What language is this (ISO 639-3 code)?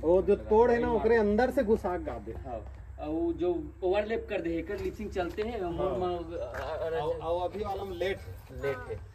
hne